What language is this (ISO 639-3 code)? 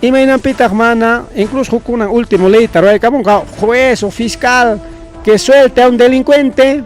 quy